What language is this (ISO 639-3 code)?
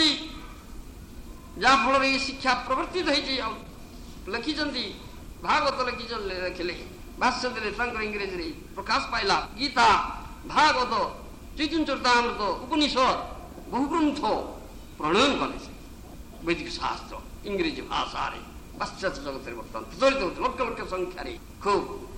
ori